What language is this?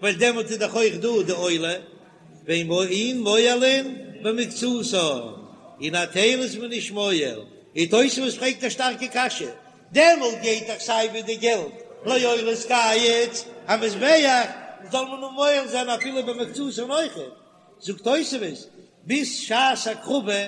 Yiddish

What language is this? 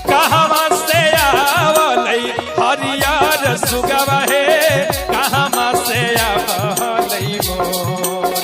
Magahi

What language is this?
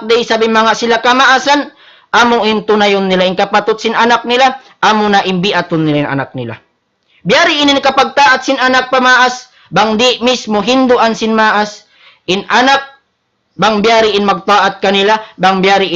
Tausug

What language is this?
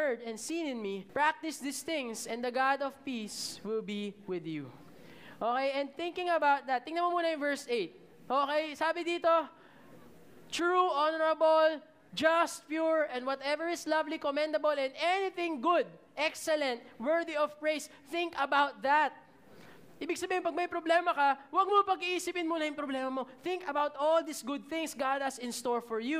Filipino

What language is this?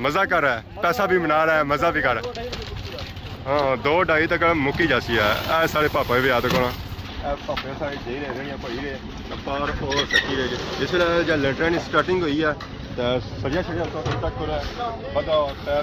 Pahari-Potwari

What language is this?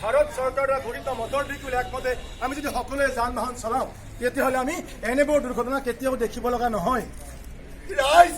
Assamese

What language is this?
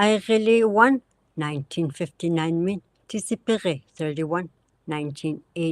Inuktitut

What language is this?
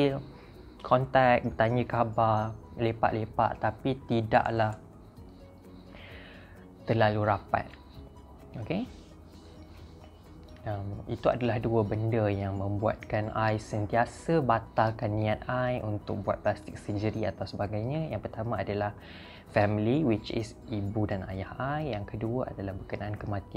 Malay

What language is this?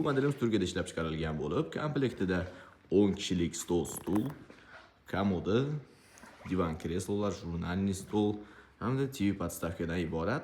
Uzbek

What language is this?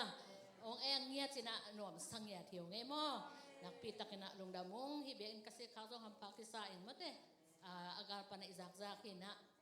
Tedim Chin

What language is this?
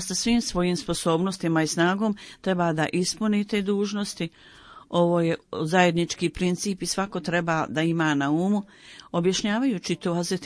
Bosnian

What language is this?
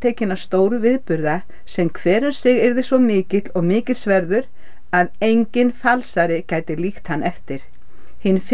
Icelandic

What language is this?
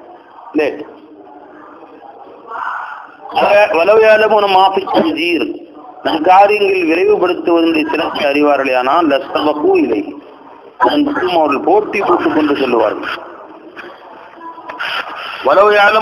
Tamil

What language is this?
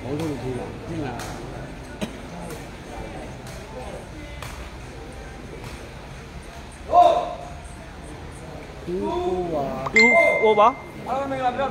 Burmese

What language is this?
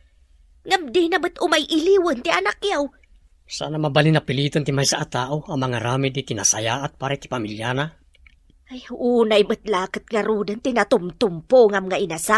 Iloko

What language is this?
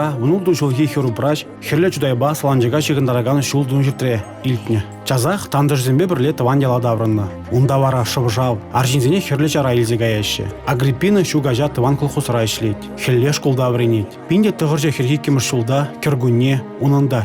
Chuvash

